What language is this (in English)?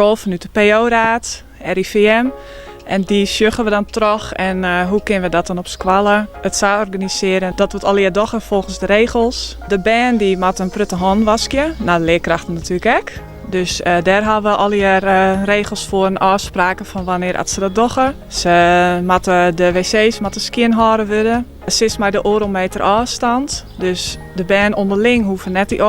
Western Frisian